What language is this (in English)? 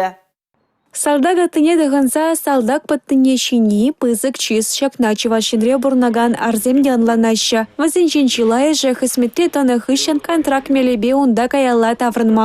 Chuvash